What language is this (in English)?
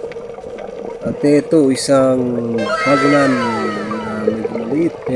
Filipino